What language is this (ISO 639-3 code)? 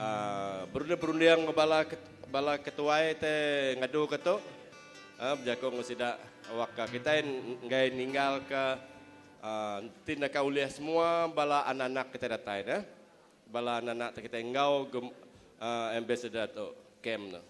iba